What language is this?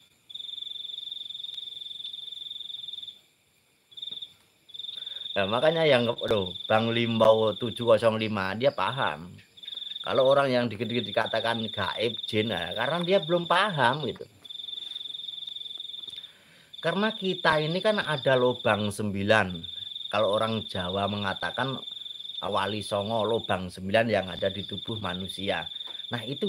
Indonesian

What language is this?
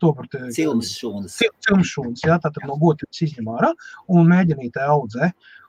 Latvian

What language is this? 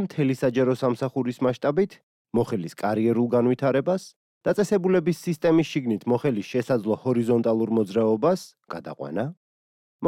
Georgian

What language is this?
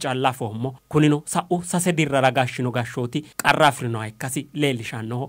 Sidamo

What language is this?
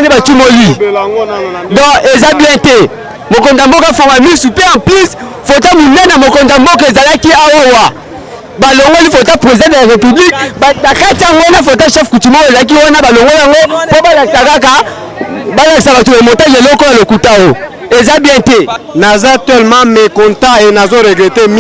Lingala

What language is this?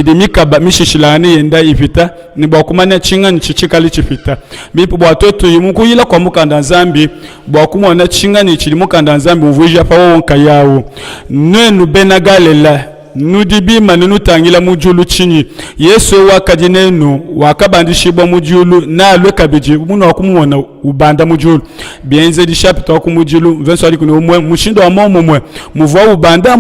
Luba-Lulua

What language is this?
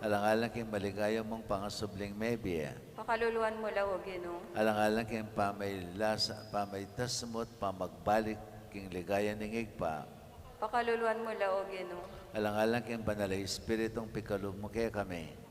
Pampanga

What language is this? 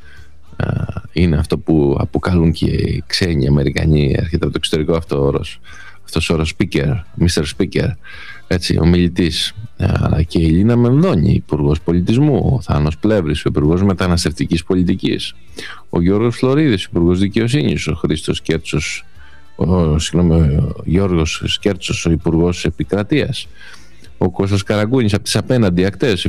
Greek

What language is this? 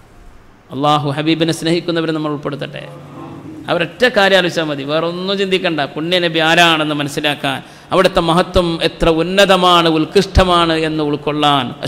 Malayalam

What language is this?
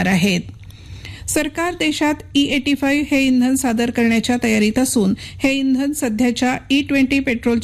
Marathi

